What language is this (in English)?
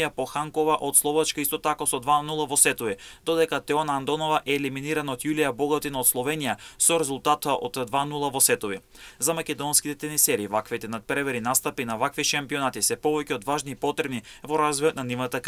Macedonian